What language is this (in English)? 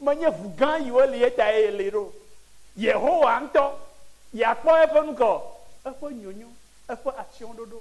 Ewe